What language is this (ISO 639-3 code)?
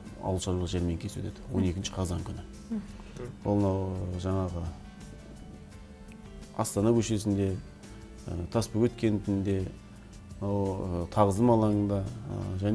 kaz